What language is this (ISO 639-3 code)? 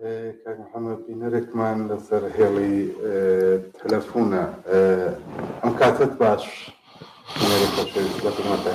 ckb